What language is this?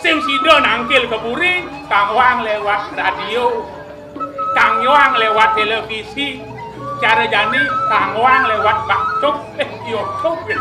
Balinese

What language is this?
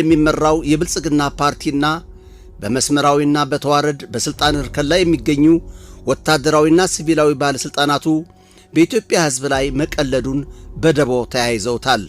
Amharic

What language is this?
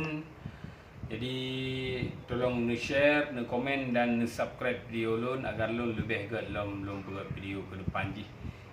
Achinese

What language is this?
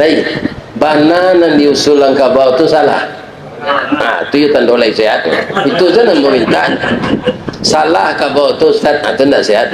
Minangkabau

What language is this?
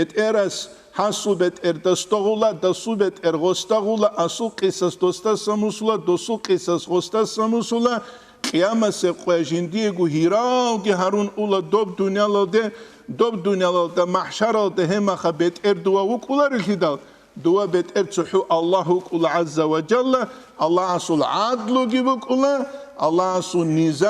Avaric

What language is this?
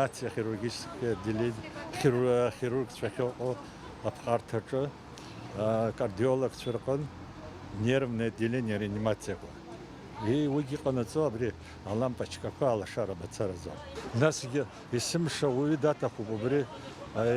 Abkhazian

